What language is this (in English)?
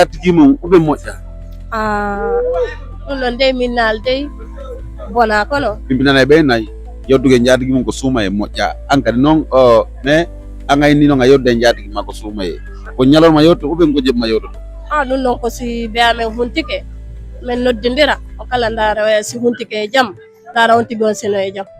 Fula